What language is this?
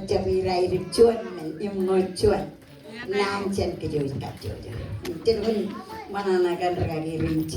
Marshallese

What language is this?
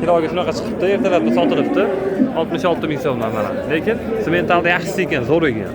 Uzbek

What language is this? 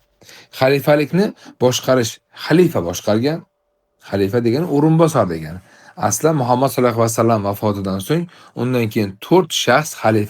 Uzbek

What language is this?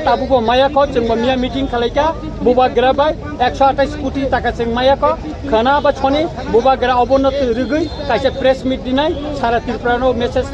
Kok Borok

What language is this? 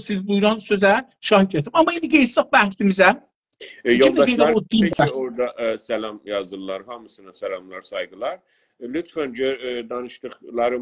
South Azerbaijani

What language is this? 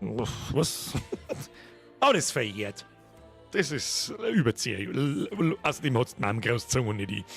Bavarian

